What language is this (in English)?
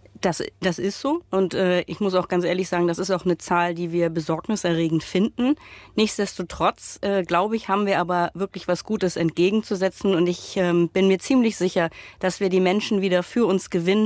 German